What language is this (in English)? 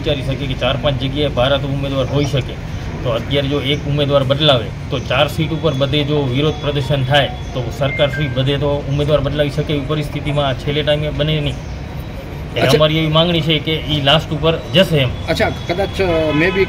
Gujarati